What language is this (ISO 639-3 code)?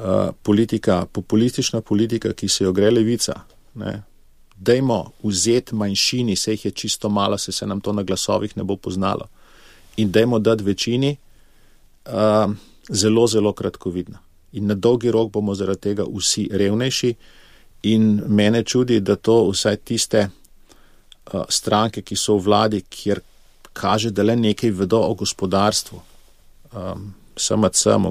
slv